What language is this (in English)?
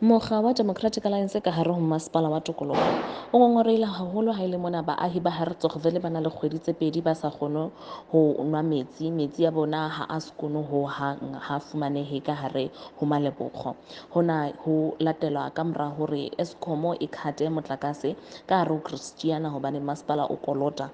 Southern Sotho